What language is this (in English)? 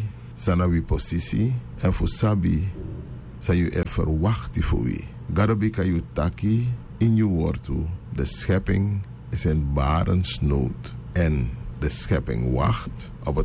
Sranan Tongo